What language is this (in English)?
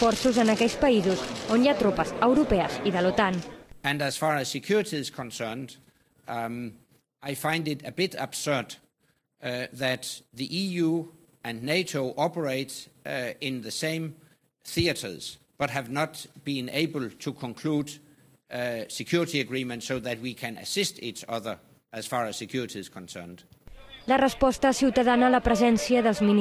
Catalan